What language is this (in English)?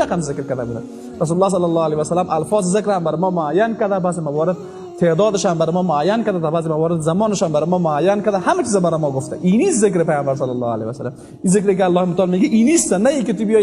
Persian